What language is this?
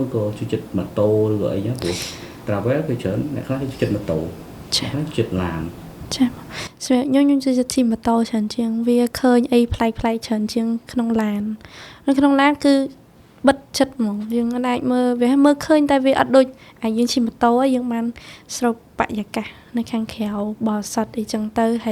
Khmer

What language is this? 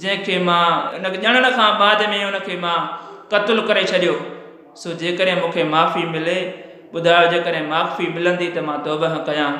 Sindhi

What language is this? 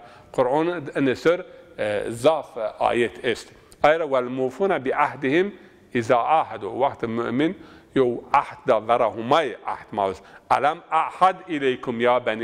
Zaza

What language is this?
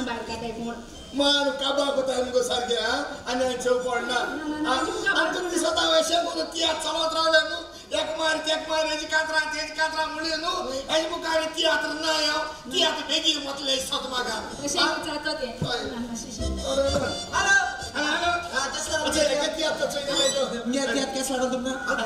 Konkani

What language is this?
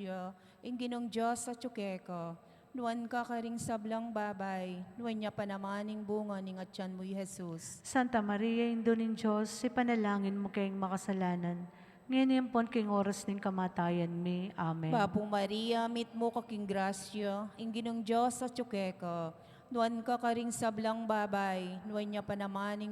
Pampanga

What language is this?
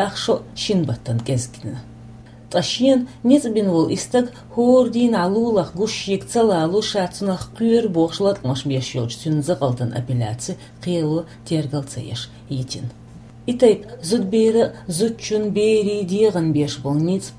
Chechen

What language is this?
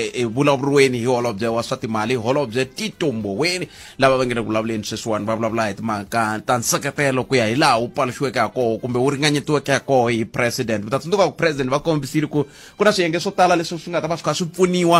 Tsonga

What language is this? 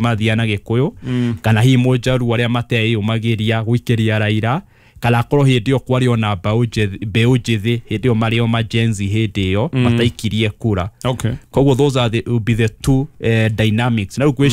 Kikuyu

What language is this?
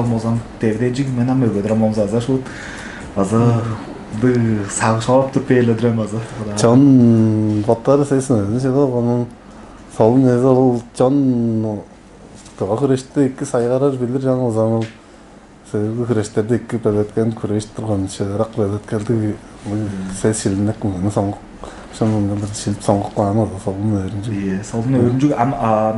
Tuvinian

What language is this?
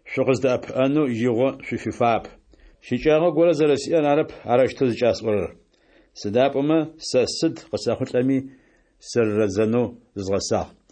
Adyghe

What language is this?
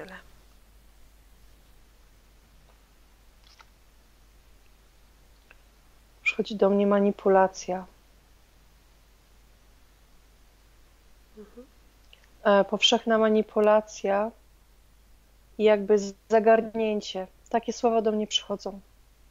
Polish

